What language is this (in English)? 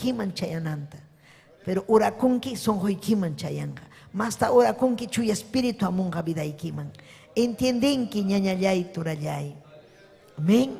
Ayacucho Quechua